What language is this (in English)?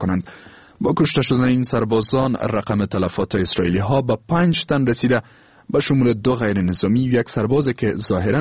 Persian